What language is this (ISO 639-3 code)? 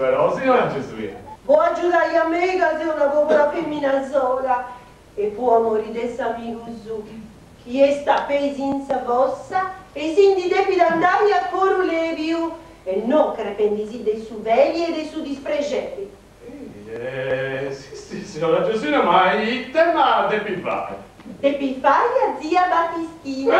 srd